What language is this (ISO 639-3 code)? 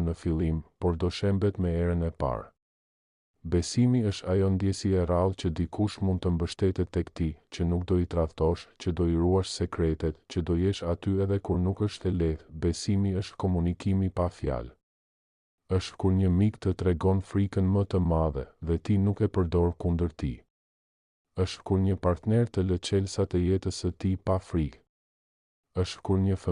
sqi